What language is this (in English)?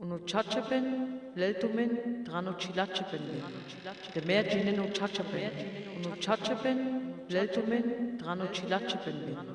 Sinte Romani